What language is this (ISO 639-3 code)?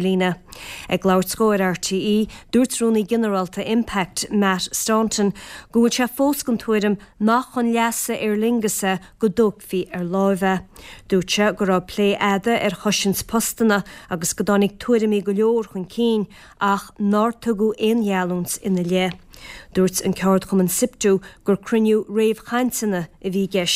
gle